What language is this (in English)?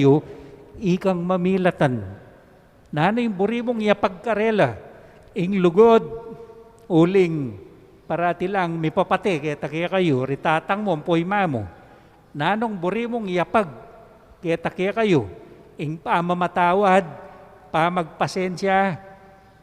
Pampanga